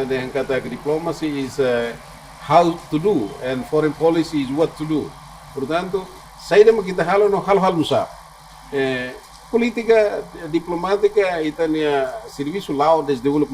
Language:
Tetum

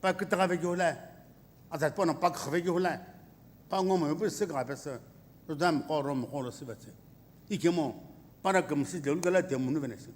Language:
Sumi Naga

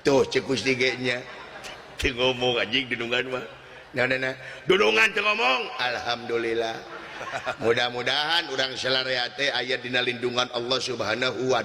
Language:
Sundanese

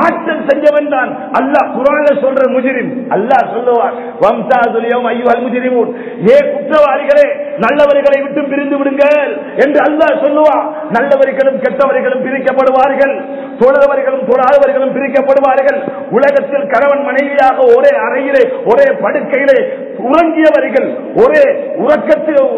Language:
Tamil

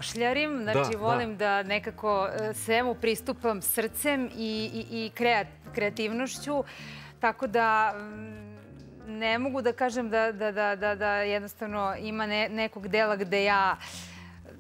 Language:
Serbian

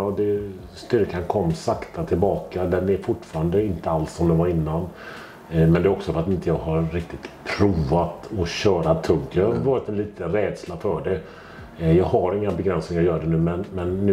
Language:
Swedish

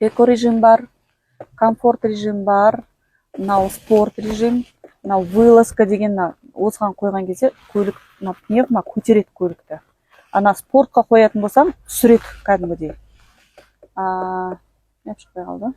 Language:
Kazakh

